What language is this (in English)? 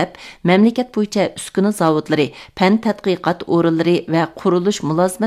Uyghur